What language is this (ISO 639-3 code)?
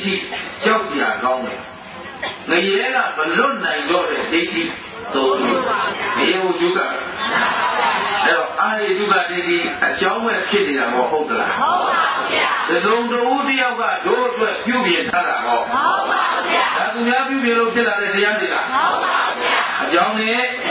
mya